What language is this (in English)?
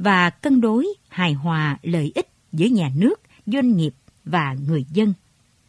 Vietnamese